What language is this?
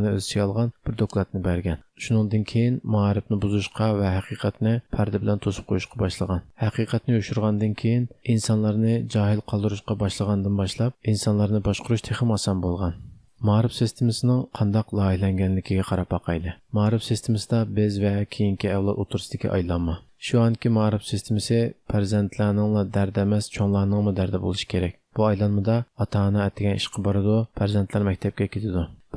Uyghur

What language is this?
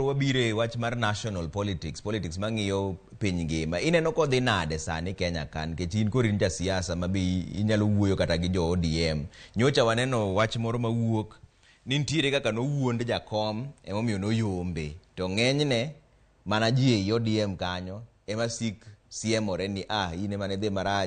Luo (Kenya and Tanzania)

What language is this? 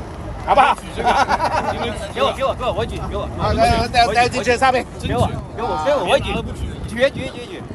Chinese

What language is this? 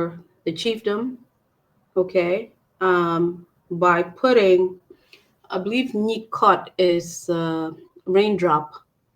Acoli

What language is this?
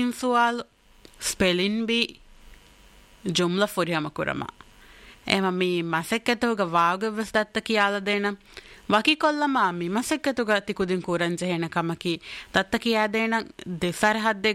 Divehi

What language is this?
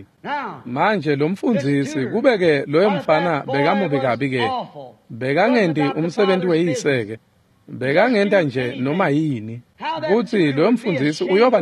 Swati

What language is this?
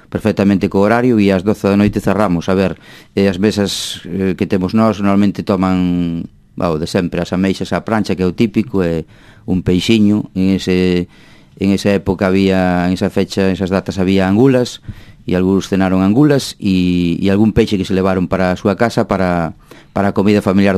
Galician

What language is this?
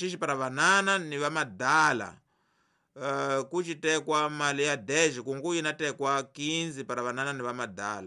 Tsonga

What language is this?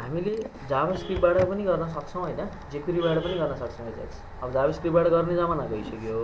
Nepali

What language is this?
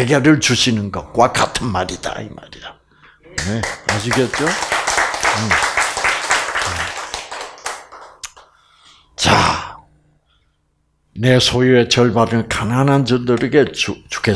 Korean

